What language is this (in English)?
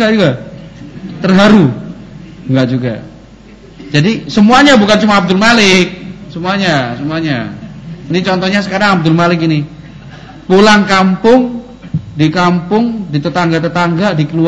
Indonesian